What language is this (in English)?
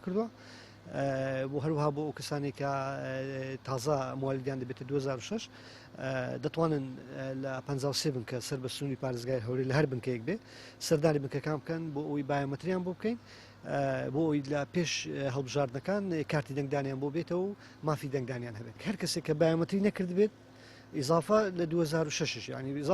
Central Kurdish